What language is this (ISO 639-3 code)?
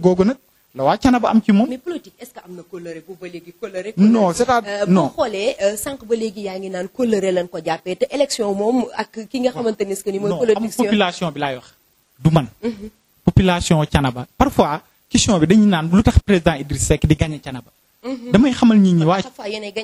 wol